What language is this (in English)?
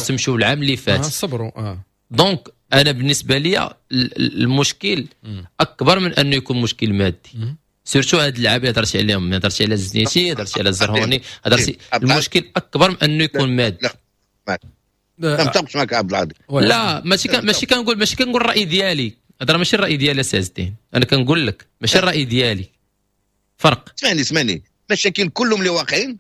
Moroccan Arabic